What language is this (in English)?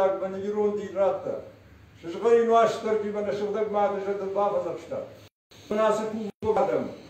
Ossetic